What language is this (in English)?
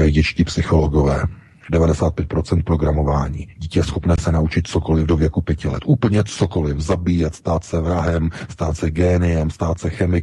Czech